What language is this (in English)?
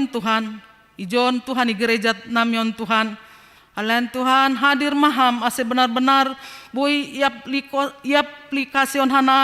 Batak Simalungun